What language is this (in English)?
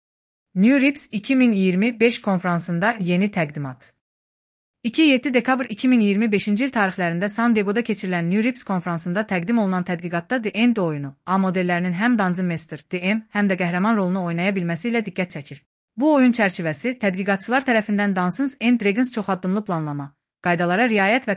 Azerbaijani